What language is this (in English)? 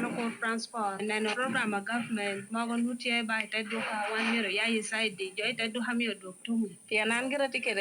Lango (Uganda)